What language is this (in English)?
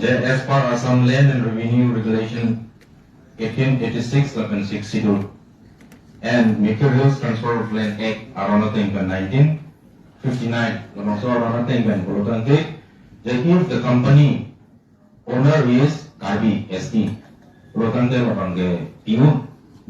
Karbi